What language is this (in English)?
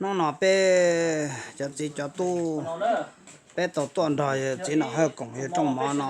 Hmong